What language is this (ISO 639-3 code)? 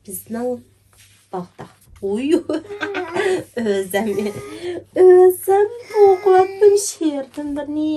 uig